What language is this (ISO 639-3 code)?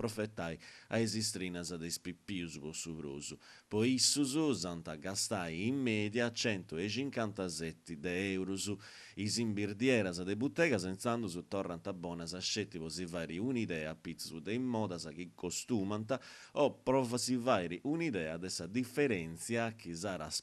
srd